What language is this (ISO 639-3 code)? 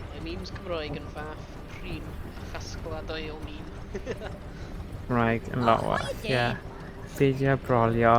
cym